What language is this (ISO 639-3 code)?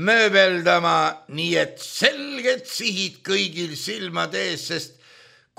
est